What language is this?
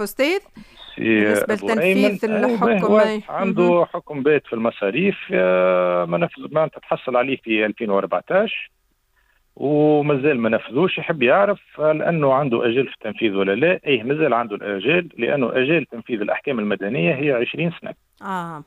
Tunisian Arabic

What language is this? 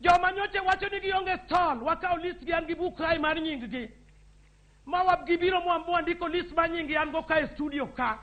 Luo (Kenya and Tanzania)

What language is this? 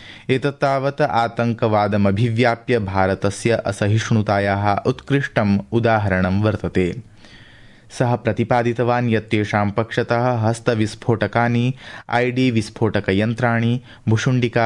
Sanskrit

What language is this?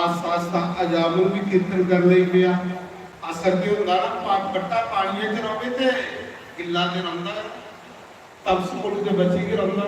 Dogri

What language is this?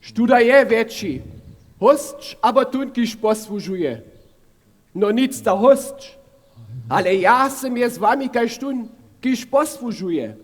Upper Sorbian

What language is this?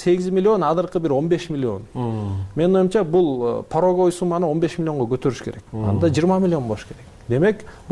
Kyrgyz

